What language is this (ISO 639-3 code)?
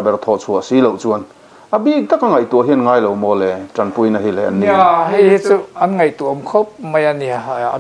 lus